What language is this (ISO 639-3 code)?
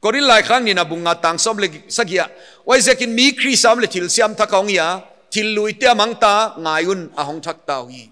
pck